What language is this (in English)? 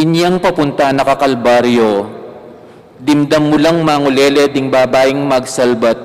Pampanga